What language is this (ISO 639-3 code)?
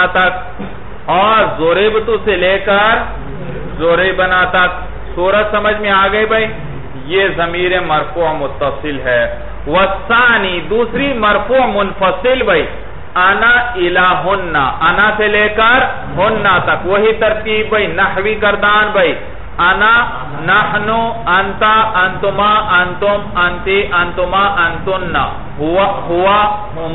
urd